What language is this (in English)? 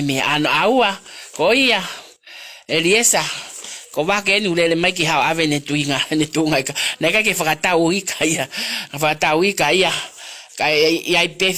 Tongan